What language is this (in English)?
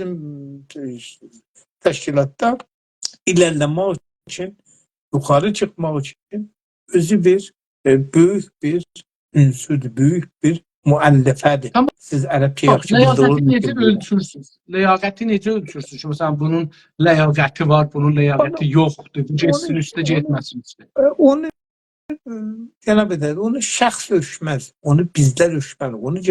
South Azerbaijani